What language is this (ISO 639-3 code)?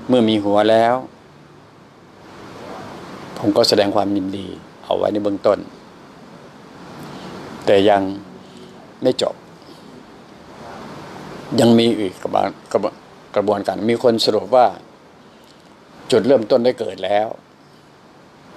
tha